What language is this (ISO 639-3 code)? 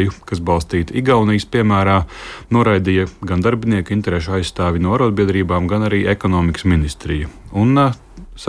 lav